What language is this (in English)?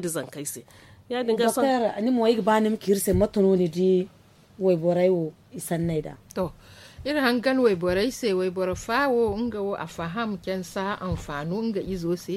Zarma